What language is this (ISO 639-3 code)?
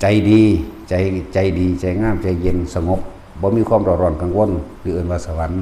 tts